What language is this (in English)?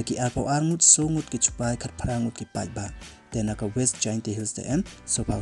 Pnar